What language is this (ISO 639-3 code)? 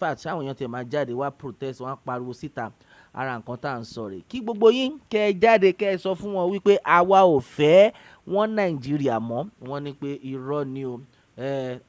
yor